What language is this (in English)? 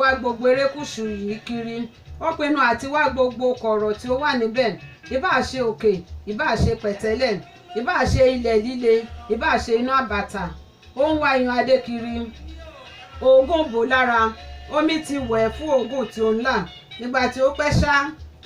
Yoruba